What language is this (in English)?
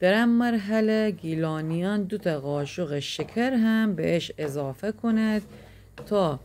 Gilaki